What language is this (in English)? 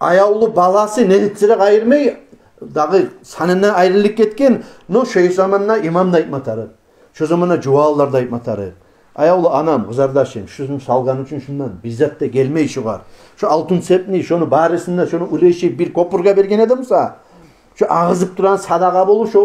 Kumyk